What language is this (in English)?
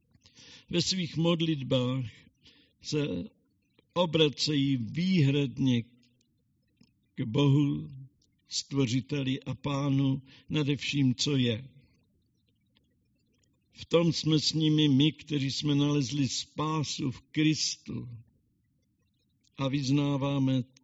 Czech